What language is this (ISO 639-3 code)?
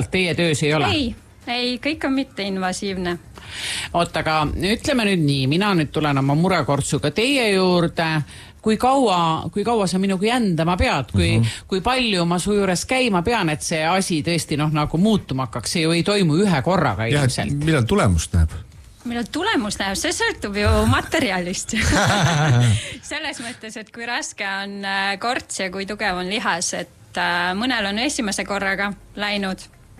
est